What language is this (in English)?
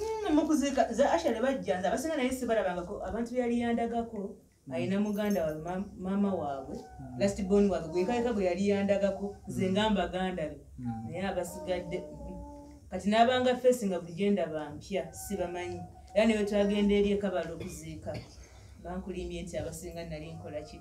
Ganda